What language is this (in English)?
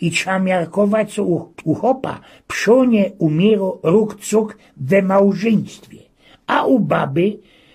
Silesian